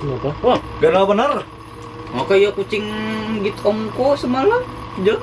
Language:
Banjar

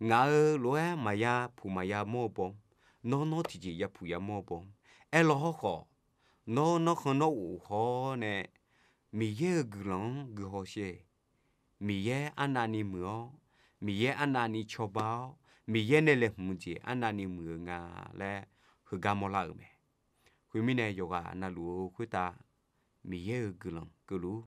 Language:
Akha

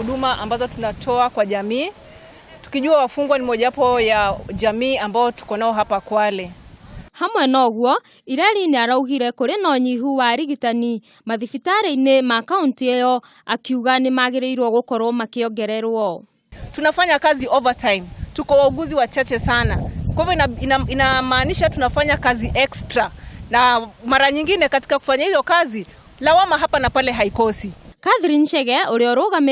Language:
Kikuyu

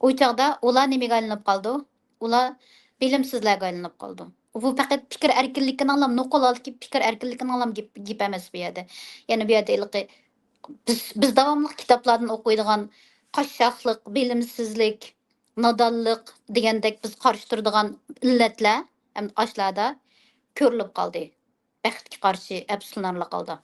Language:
Uyghur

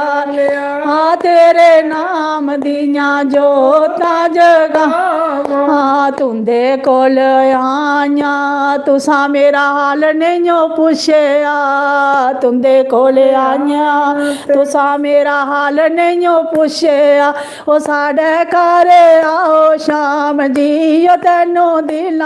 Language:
Dogri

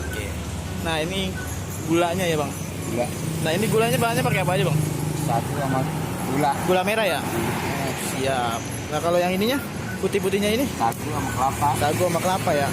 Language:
Betawi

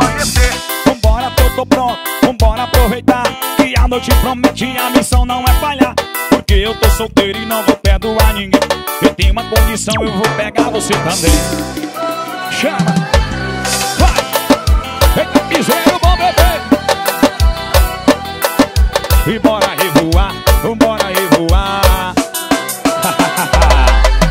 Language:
Portuguese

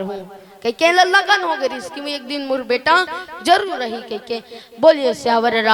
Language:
Chhattisgarhi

